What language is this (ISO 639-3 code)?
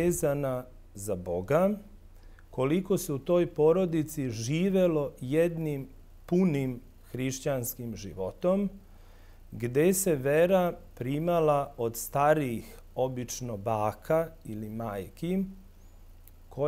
srp